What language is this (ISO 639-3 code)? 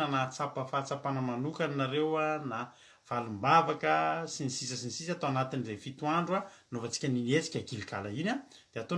mlg